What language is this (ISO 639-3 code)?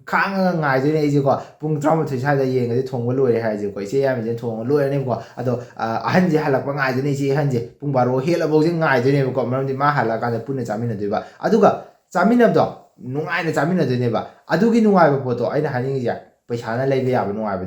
mni